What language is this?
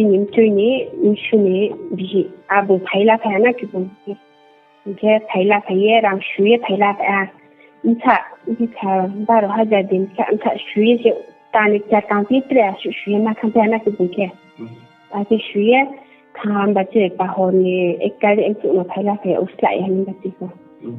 Riang (India)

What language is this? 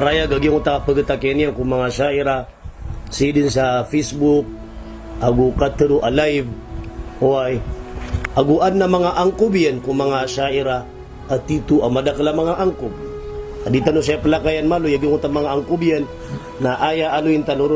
Maranao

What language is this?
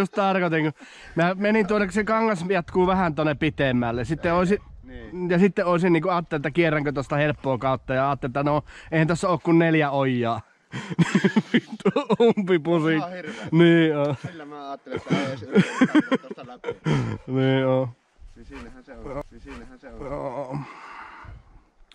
Finnish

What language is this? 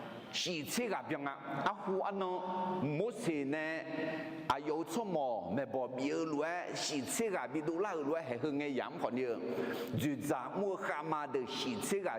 Akha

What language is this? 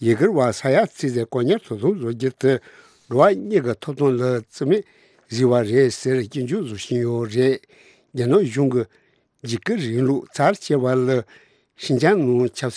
Tibetan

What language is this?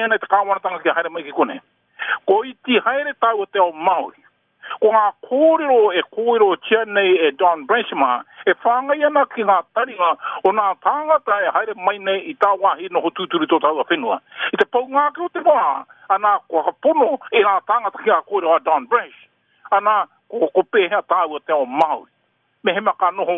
Māori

